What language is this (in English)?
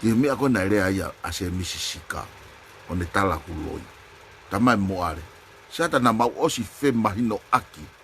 Tongan